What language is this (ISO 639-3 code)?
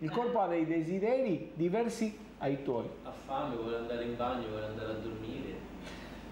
ita